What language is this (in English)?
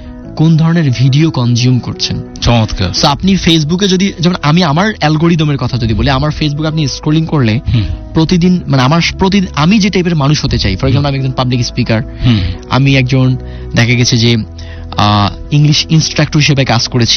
Bangla